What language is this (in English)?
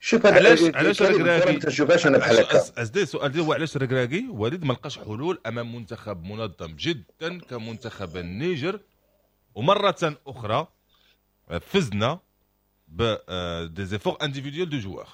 Moroccan Arabic